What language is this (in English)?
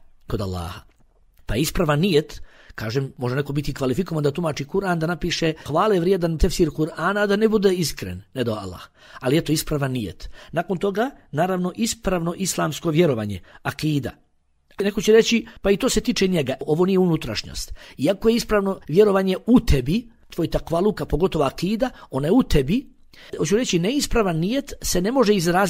Bosnian